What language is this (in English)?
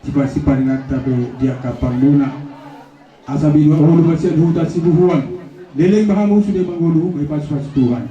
Batak Toba